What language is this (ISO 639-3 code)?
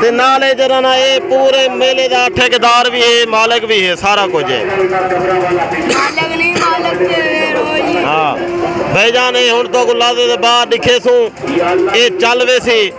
skr